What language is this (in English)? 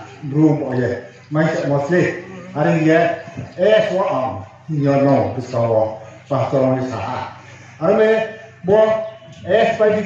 Riang (India)